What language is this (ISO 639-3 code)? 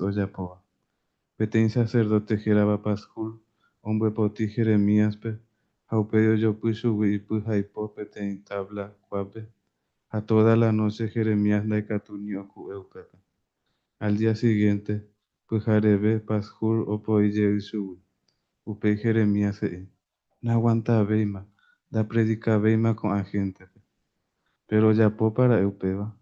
grn